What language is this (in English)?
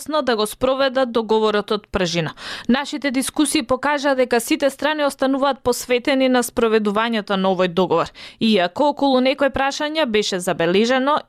Macedonian